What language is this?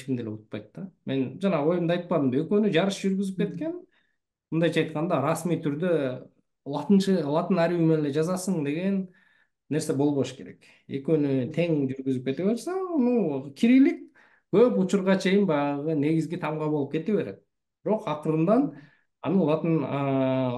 Kyrgyz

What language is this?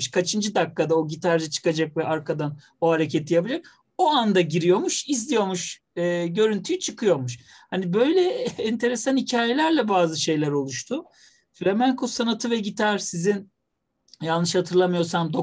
Turkish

